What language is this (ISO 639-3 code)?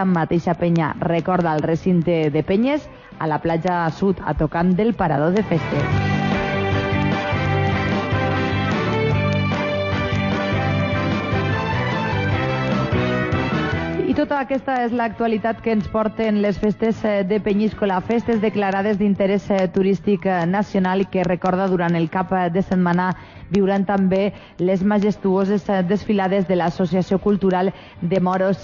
cat